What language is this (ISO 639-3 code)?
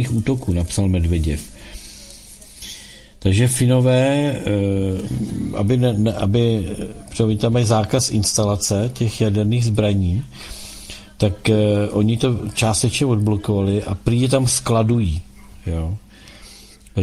ces